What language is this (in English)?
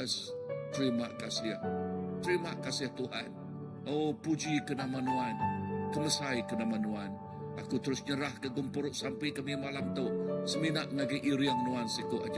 Iban